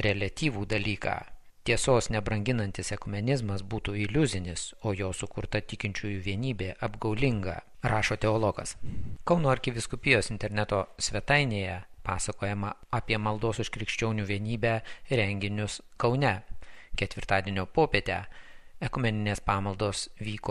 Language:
Lithuanian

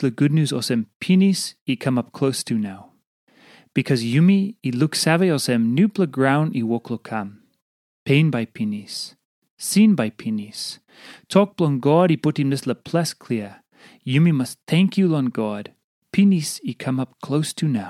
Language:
Tok Pisin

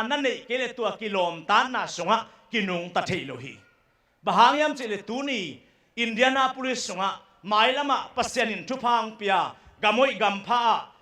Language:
Tedim Chin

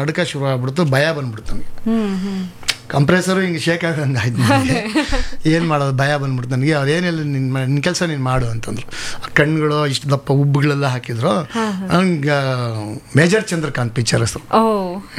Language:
Kannada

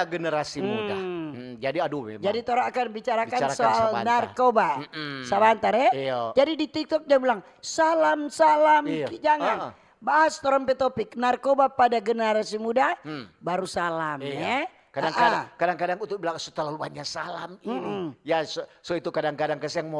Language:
Manado Malay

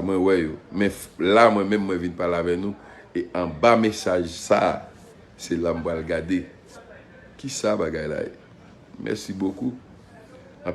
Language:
Haitian Creole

